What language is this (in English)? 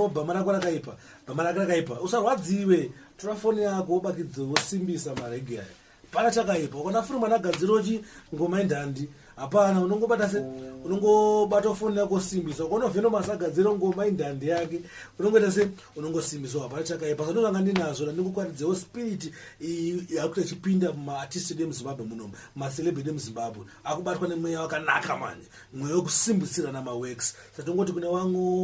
Shona